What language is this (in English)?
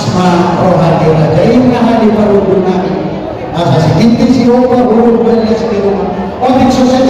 Batak Toba